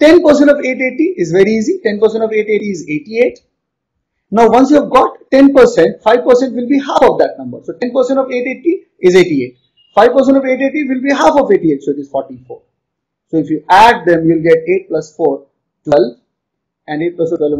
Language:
English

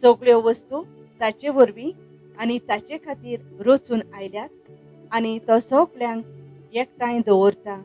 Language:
Konkani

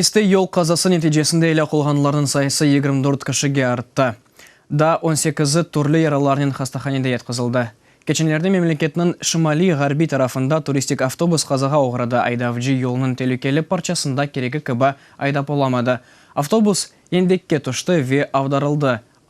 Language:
Crimean Tatar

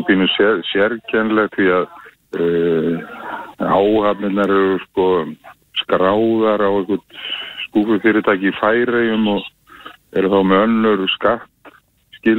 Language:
Icelandic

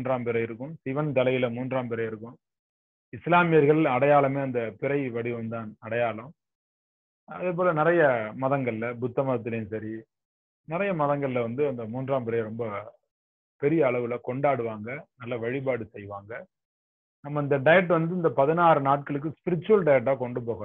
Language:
Tamil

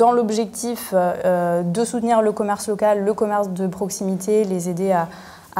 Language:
French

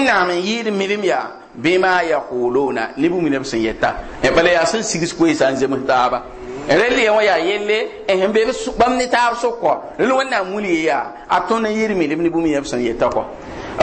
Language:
Mossi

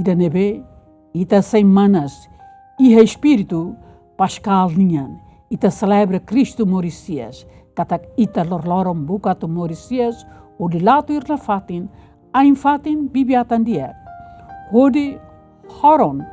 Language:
Tetum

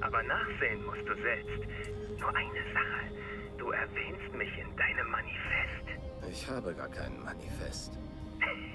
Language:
Bavarian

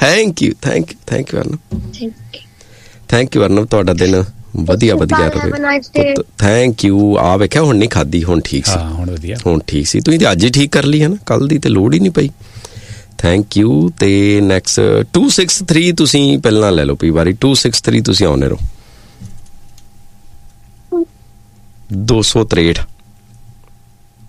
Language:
Punjabi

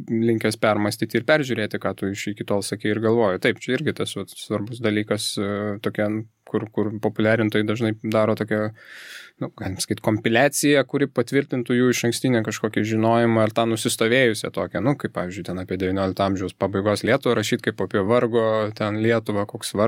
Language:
Lithuanian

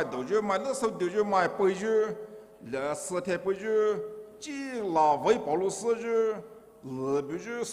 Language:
Poumei Naga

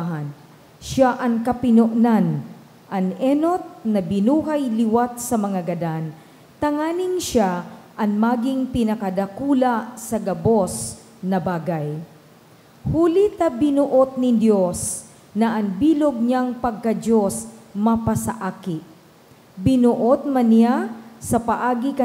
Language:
Bikol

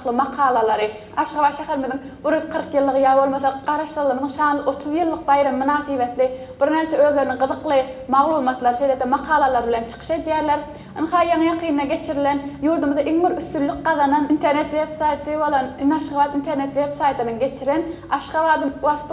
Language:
Turkmen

